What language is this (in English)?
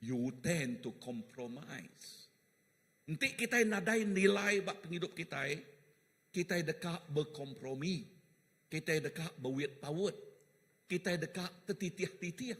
Iban